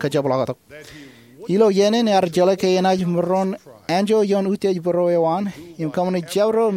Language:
Marshallese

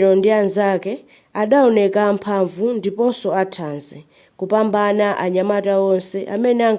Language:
Nyanja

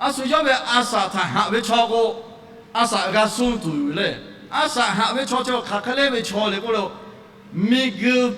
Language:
Lahu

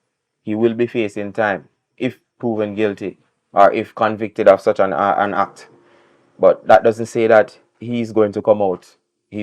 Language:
Jamaican Creole English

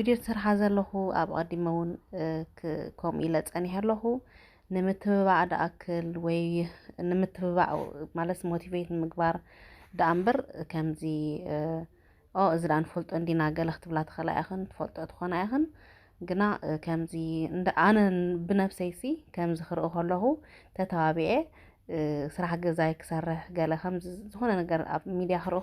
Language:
Tigrinya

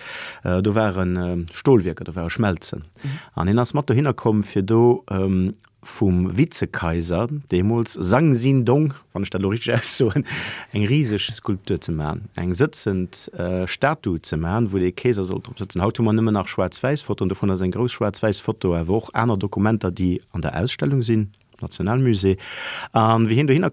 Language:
Luxembourgish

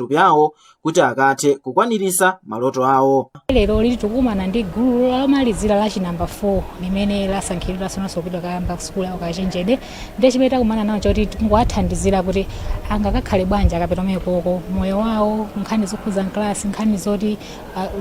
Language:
Nyanja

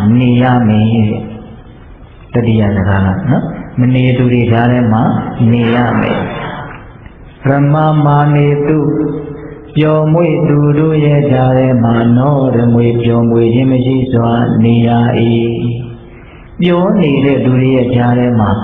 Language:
Burmese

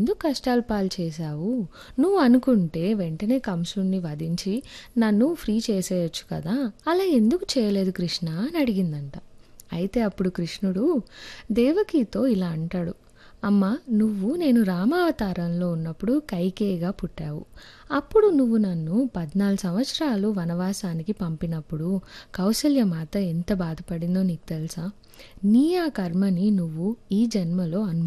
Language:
Telugu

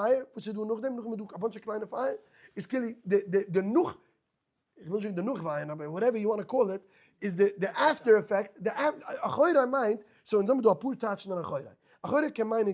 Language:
Yiddish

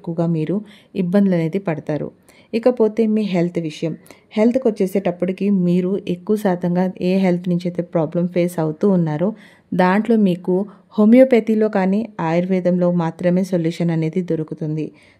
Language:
Telugu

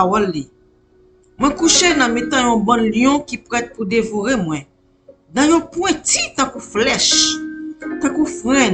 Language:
Haitian Creole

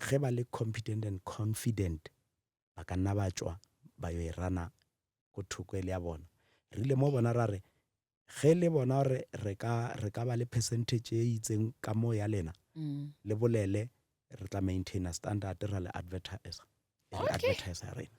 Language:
Northern Sotho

